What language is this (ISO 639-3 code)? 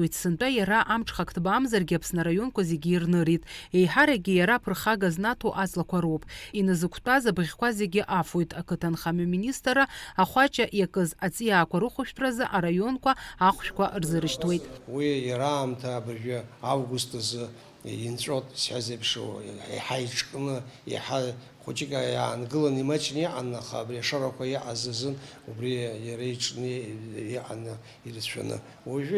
abk